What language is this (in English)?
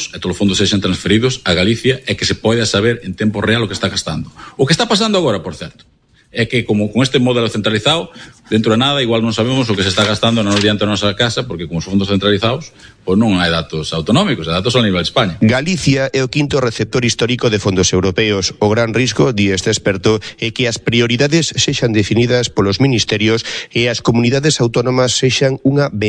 Galician